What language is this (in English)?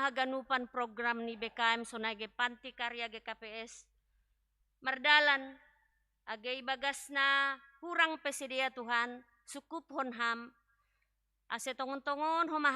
Batak Simalungun